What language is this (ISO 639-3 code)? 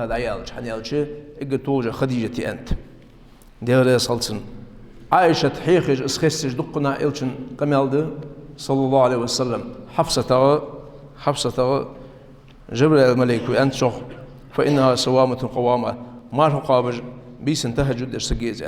inh